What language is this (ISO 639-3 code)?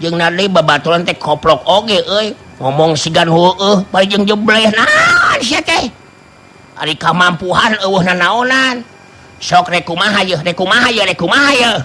sun